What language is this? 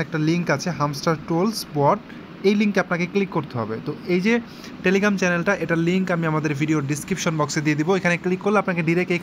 Bangla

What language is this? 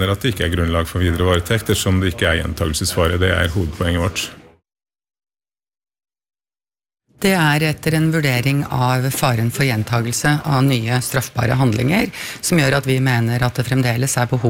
Norwegian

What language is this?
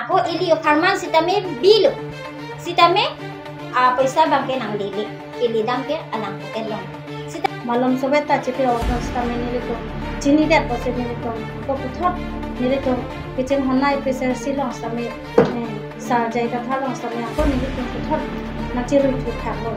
Karbi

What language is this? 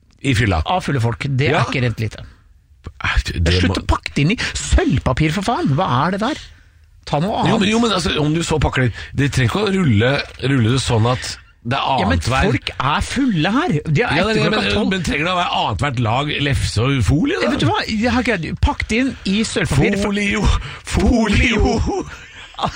Norwegian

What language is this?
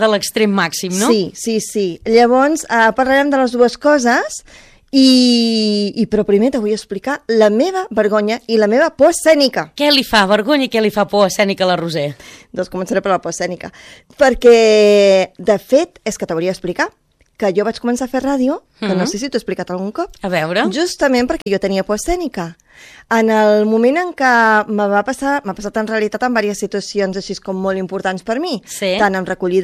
Catalan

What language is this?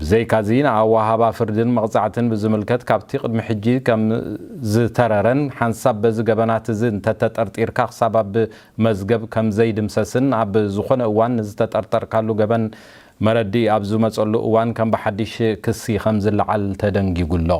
Tigrinya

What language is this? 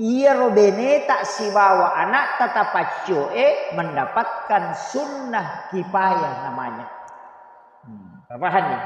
Buginese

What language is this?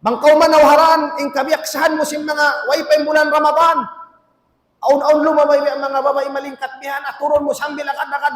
Tausug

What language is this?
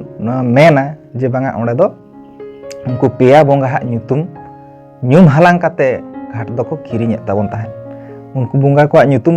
Santali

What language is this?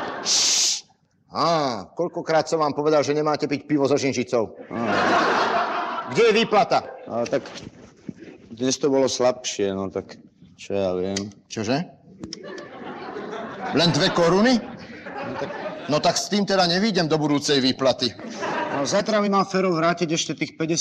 Slovak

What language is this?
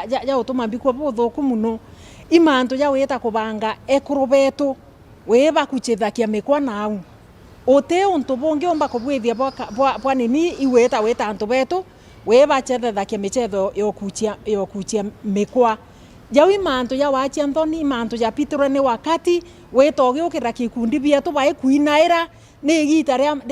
Meru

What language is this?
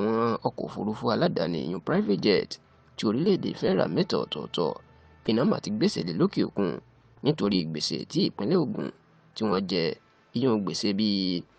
Yoruba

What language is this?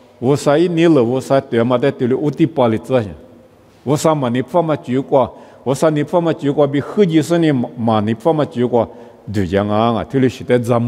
Lisu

